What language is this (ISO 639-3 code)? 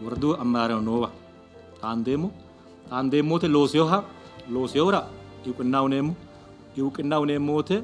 sid